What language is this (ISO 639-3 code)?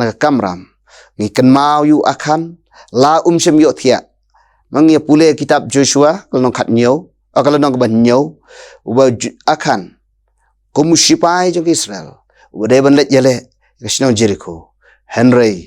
kha